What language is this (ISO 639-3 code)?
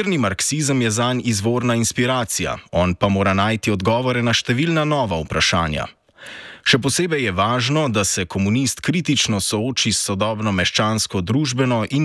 slv